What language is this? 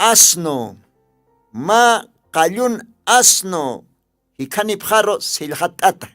Aymara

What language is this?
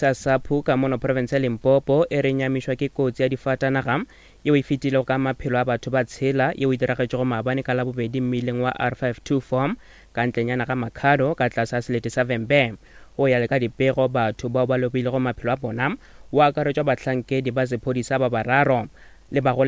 Northern Sotho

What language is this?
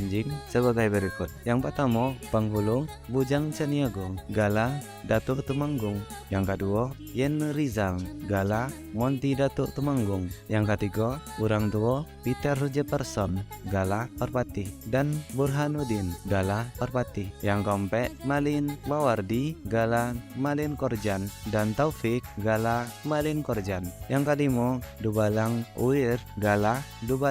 Minangkabau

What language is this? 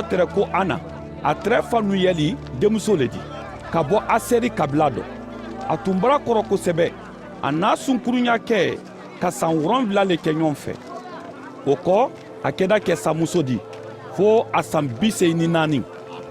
Mandingo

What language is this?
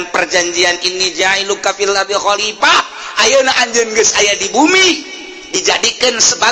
Sundanese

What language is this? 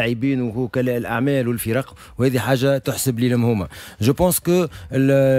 Tunisian Arabic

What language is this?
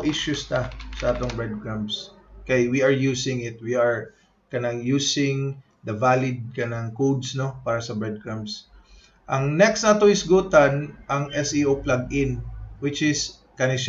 Cebuano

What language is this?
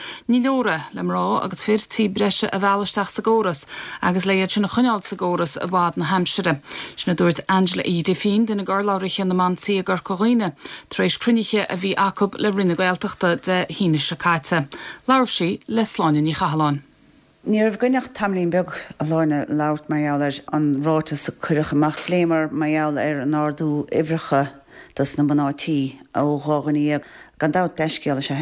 Irish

